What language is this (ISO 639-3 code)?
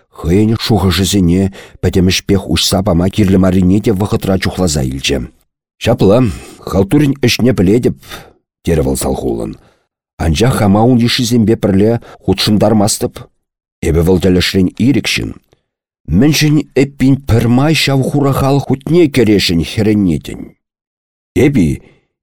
chv